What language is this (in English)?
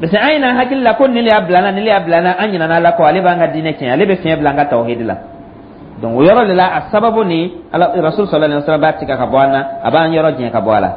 Dyula